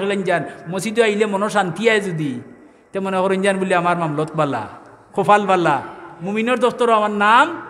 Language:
Sylheti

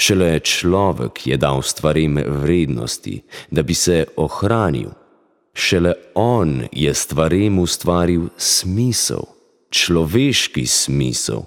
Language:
Slovenian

